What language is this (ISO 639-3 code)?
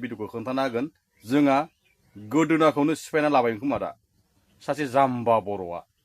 brx